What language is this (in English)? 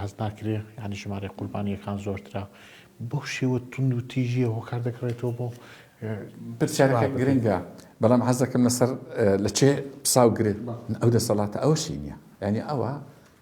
Central Kurdish